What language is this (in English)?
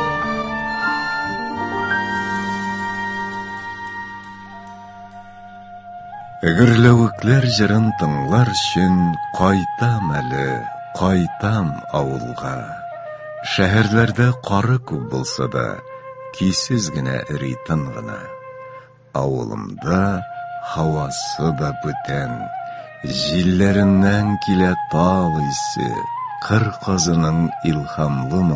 Tatar